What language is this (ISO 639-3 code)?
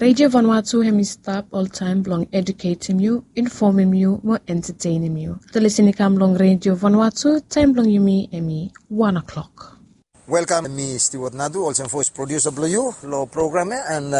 bis